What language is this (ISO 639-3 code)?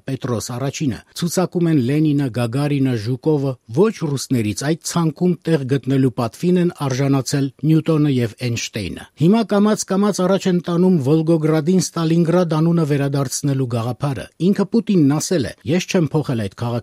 hye